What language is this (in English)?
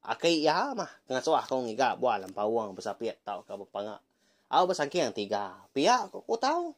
Iban